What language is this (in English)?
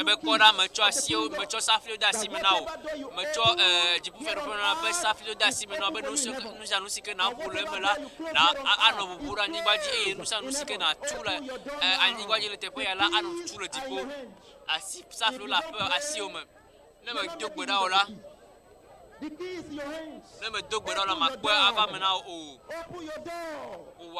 Ewe